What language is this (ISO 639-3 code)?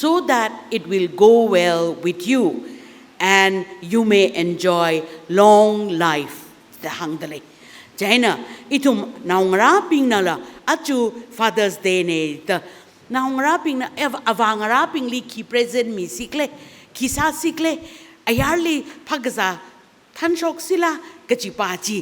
nmf